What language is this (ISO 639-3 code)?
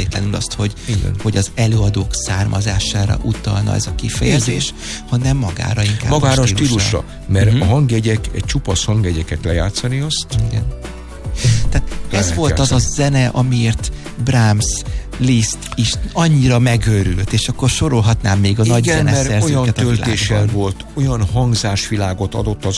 hun